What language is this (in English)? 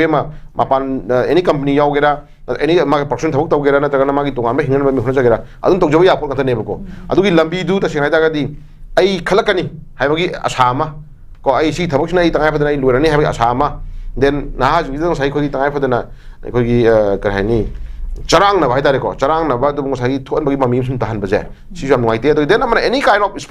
Manipuri